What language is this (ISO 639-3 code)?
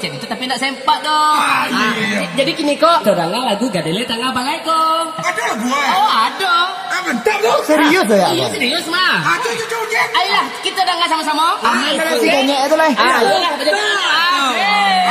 min